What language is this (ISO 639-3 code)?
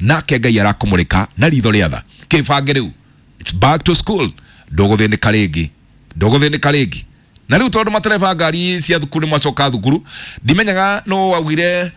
kik